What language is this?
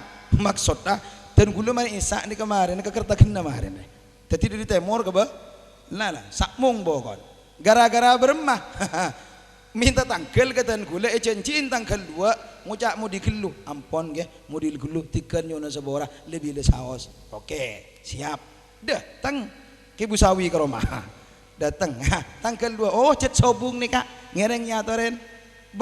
Madurese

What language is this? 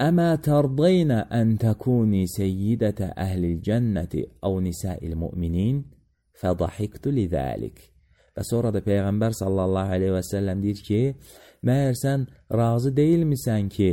Azerbaijani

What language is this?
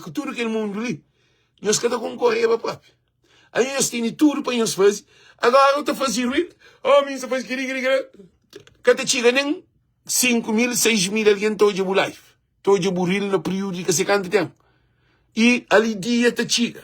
Kabuverdianu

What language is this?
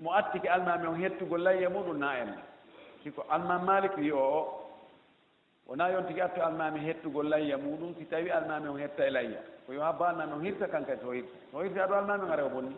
Fula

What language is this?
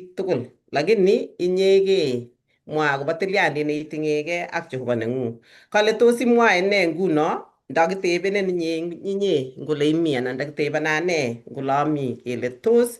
Kalenjin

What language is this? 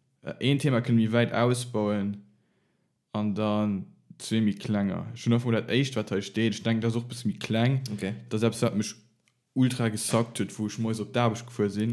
Luxembourgish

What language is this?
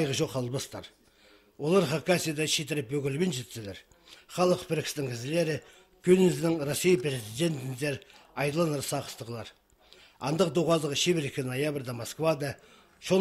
Khakas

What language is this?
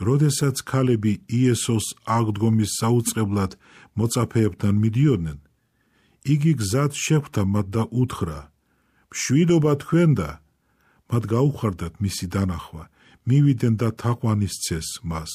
Georgian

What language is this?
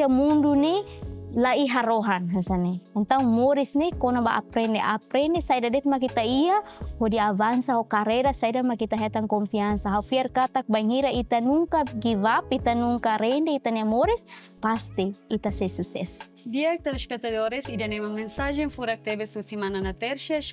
Tetum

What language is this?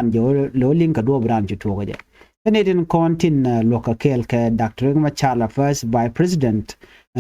Nuer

